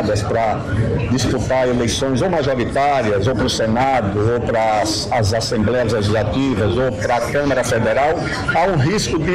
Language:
Portuguese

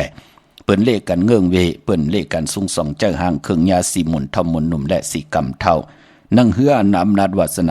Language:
Shan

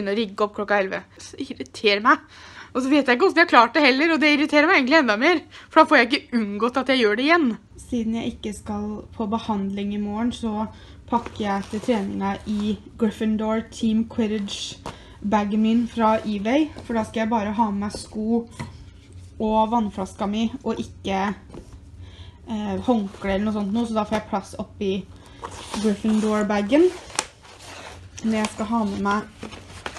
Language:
Norwegian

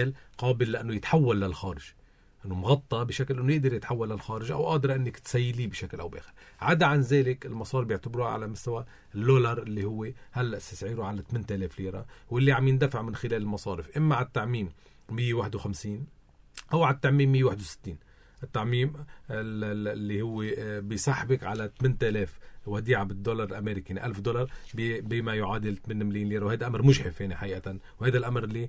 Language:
North Levantine Arabic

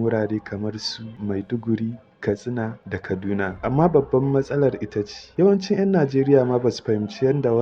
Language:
Hausa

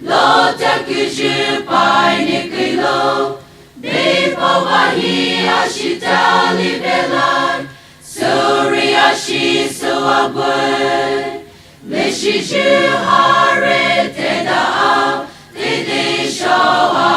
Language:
Poumei Naga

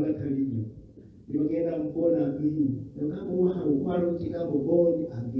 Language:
Nyankole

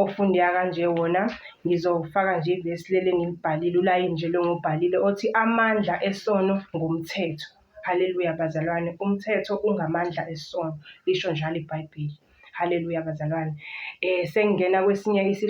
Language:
Zulu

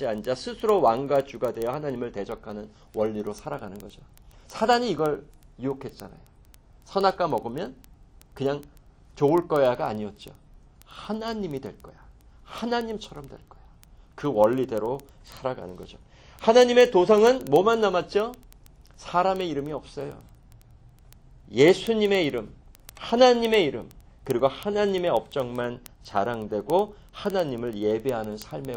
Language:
Korean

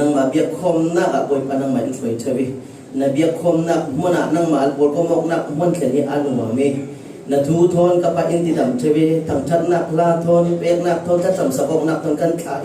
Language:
Falam Chin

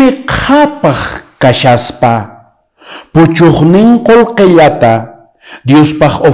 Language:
Quechua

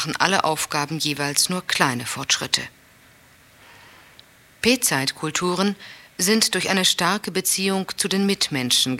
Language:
German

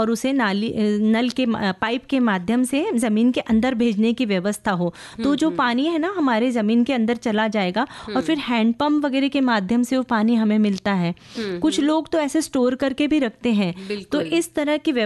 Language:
Hindi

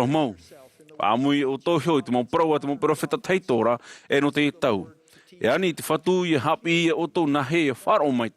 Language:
Tahitian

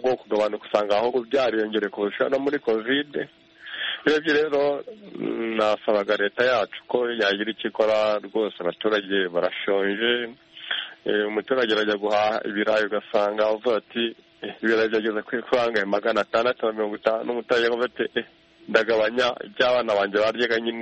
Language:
Kinyarwanda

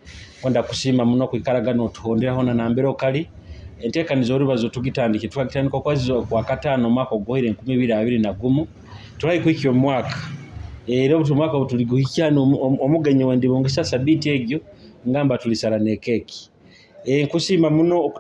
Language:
Nyoro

